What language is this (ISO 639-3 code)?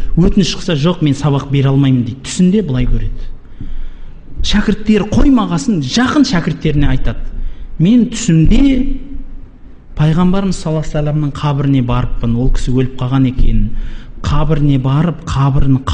kaz